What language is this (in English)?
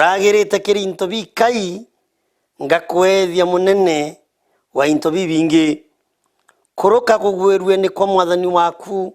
Meru